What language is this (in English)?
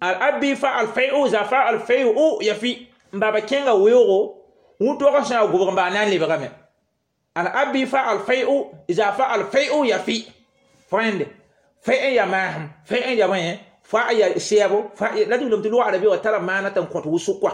Mossi